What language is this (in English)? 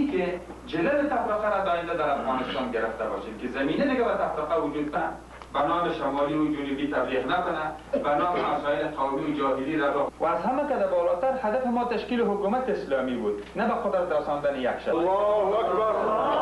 Persian